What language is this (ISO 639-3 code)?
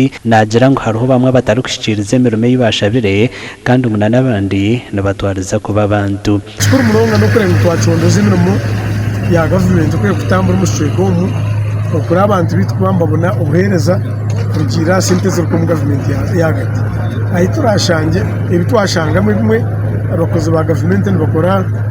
nyn